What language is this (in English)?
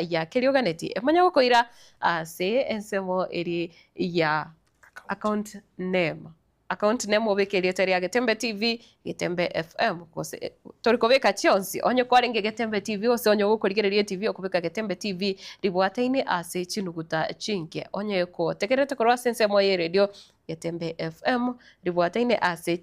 Gusii